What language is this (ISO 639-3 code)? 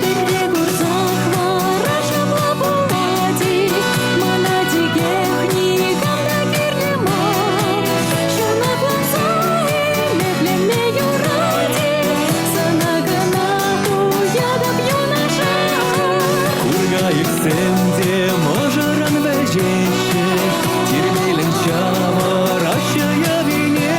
chv